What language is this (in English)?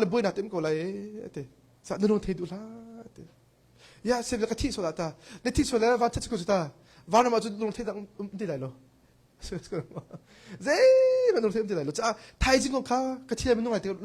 Hakha Chin